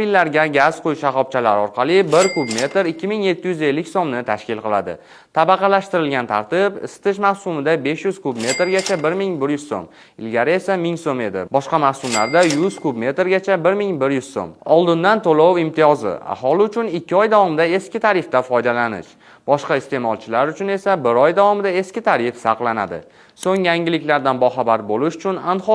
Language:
Uzbek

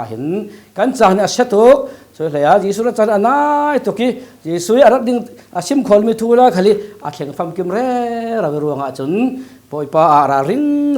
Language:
Falam Chin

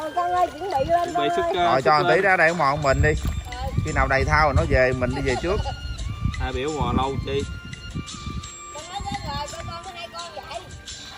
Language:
Vietnamese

